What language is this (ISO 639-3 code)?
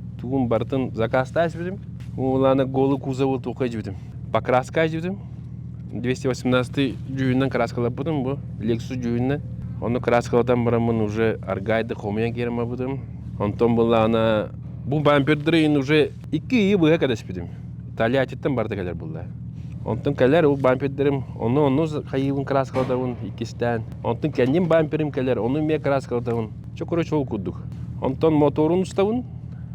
sah